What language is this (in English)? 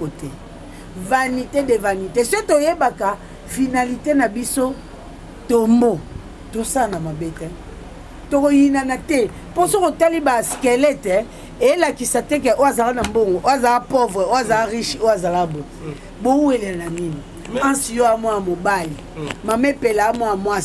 Lingala